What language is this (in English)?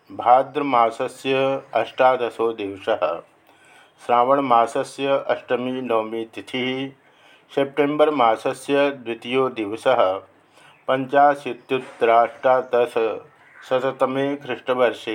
Sanskrit